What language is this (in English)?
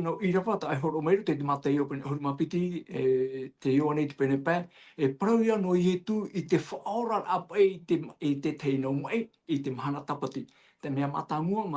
Tahitian